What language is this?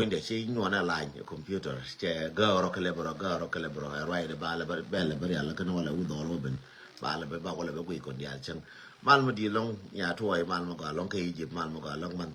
Nuer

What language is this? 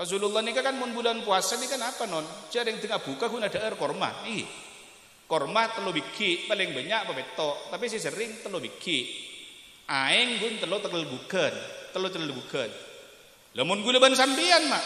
Madurese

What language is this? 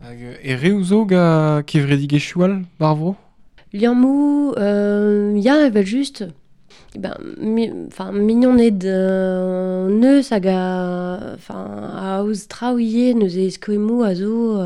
Breton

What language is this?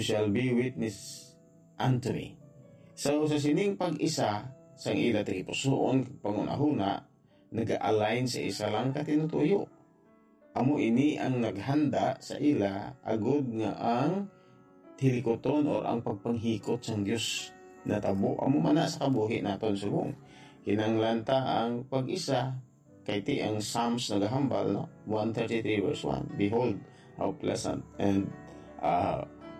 Hiligaynon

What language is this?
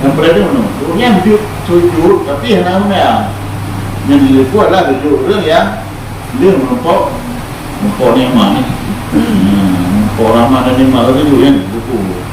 Achinese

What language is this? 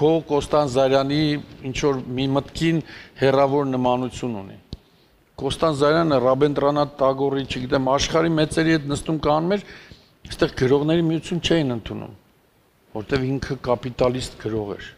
Armenian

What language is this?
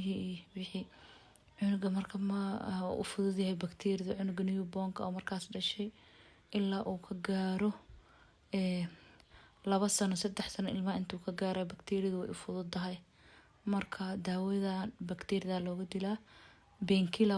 Somali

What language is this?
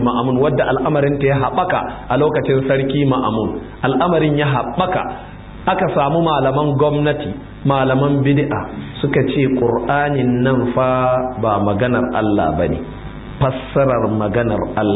Hausa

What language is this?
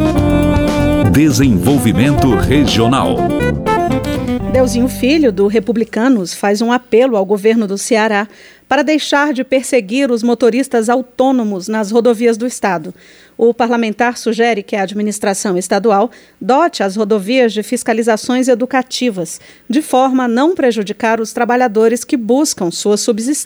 Portuguese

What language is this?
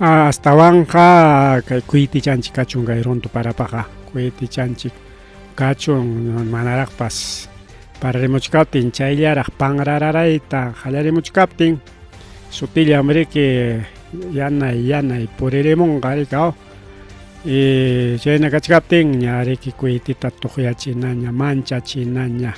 Ayacucho Quechua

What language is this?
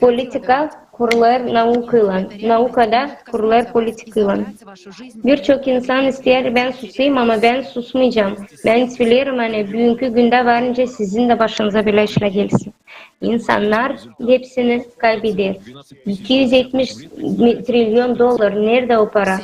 Gagauz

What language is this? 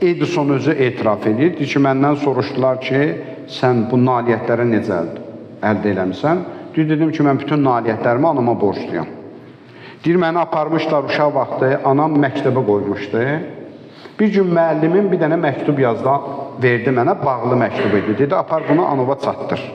Azerbaijani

